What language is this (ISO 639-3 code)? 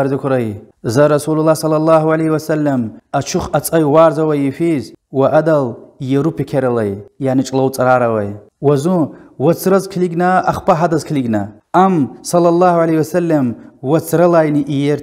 lez